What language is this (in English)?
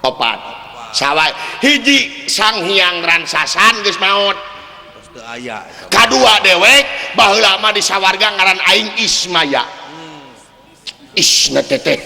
Sundanese